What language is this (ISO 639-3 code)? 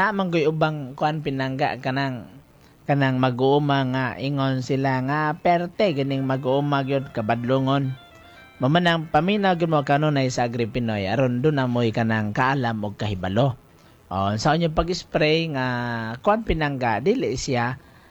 ceb